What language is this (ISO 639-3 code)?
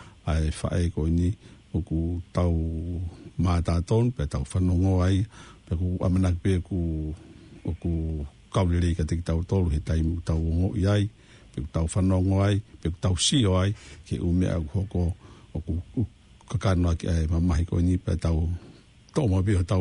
ton